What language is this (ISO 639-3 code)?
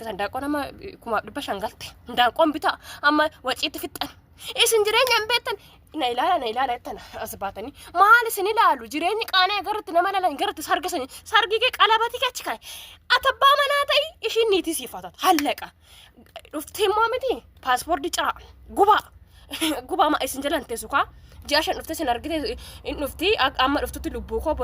orm